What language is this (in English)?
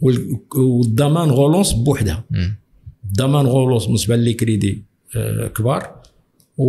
Moroccan Arabic